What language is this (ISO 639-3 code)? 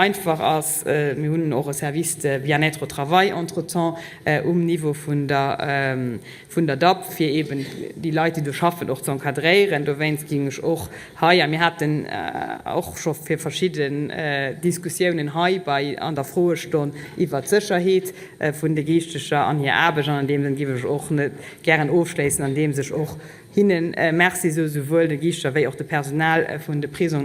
ltz